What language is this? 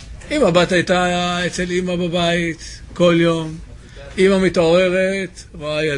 Hebrew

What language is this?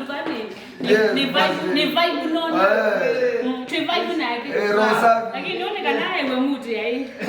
Kamba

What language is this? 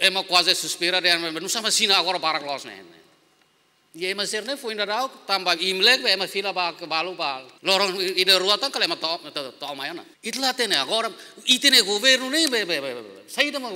Tetum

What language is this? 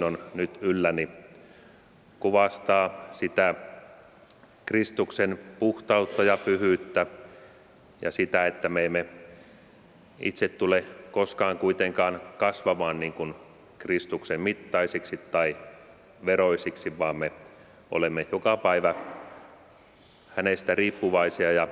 Finnish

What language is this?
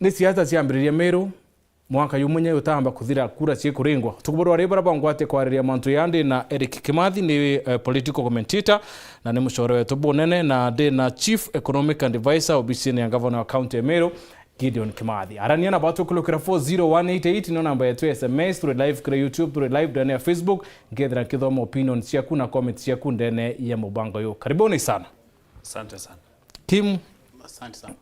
Meru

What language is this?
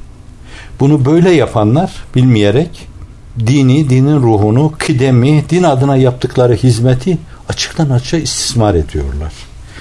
Turkish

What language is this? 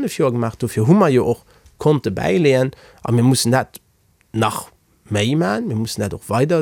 Luxembourgish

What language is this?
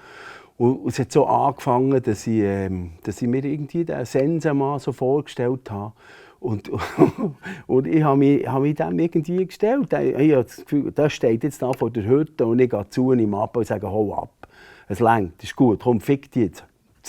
Swiss German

